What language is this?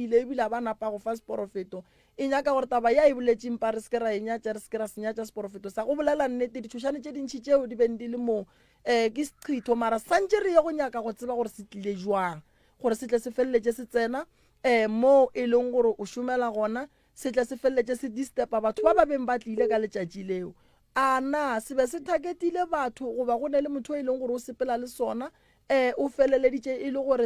Northern Sotho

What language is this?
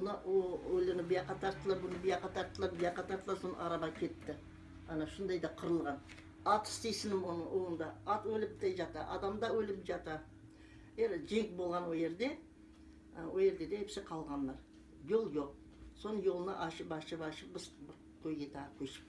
Crimean Tatar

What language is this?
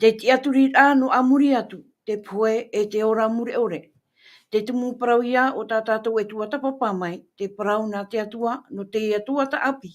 Tahitian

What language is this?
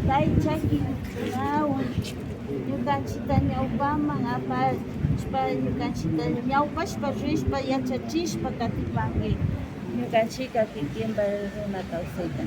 Imbabura Highland Quichua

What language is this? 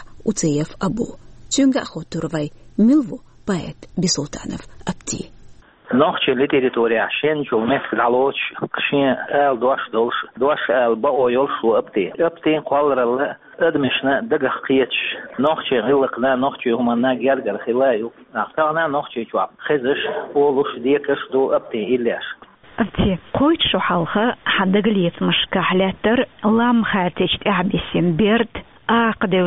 Chechen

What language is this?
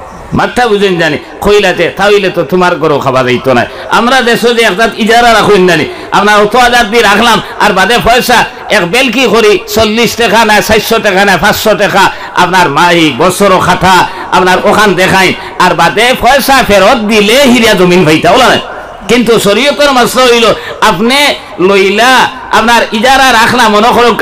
Sylheti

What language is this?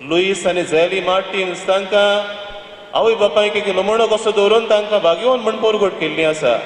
Konkani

